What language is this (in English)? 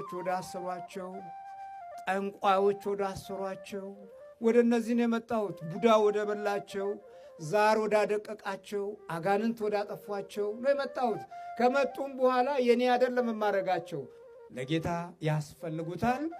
Amharic